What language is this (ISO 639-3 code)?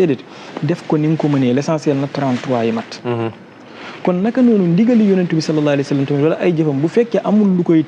wol